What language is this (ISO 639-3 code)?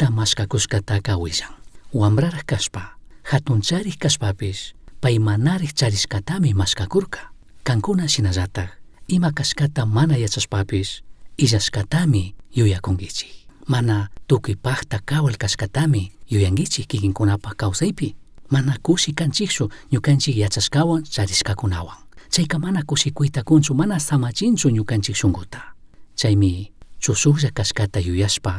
qug